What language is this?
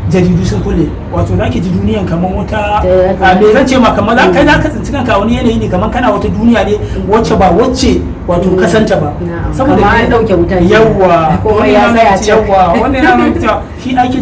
Hausa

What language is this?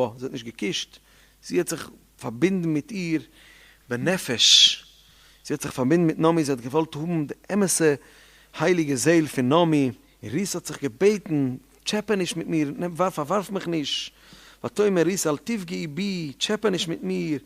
Yiddish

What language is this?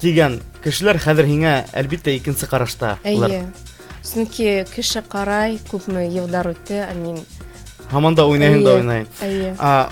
Bashkir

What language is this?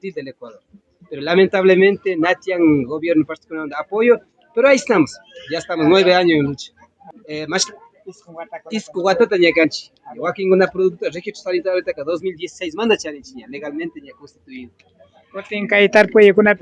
Imbabura Highland Quichua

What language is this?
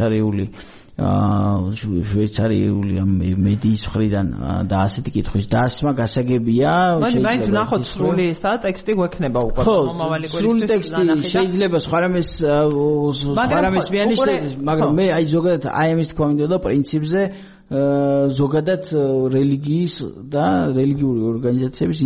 Georgian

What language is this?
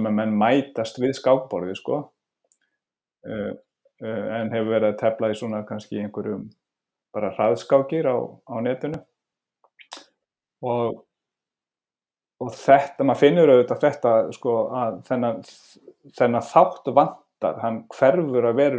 Icelandic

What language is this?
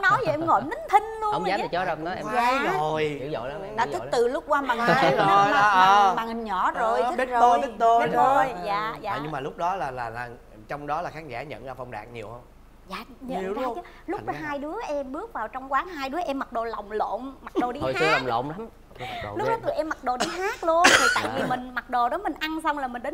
Vietnamese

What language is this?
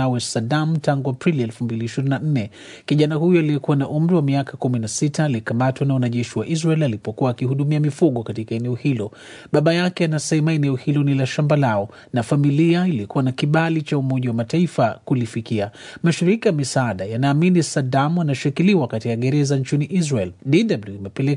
Swahili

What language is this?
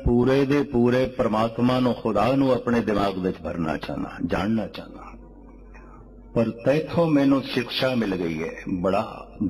Punjabi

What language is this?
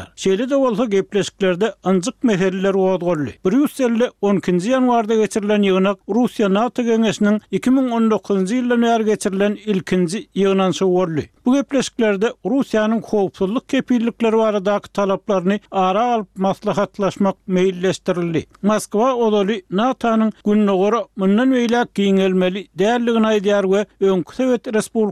Turkmen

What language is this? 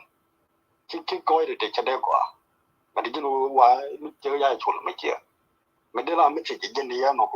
Nuer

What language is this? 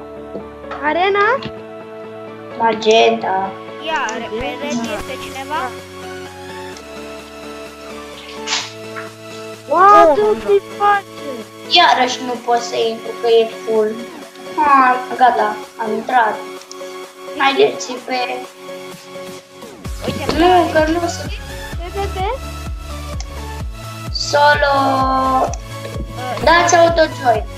Romanian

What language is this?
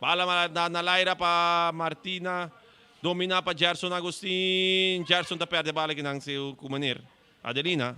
Papiamento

